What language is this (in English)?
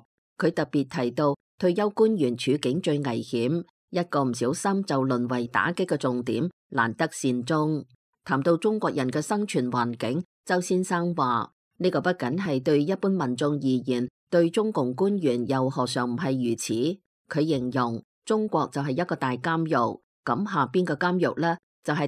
Cantonese